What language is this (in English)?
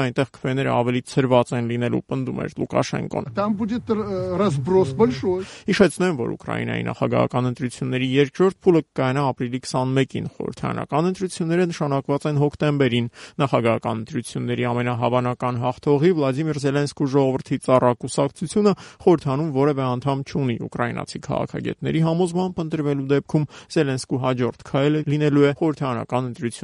Armenian